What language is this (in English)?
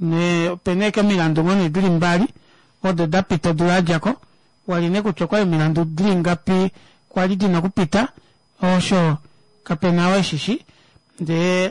Kuanyama